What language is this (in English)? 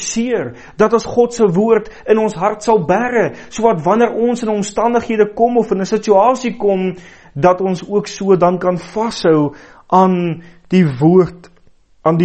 Afrikaans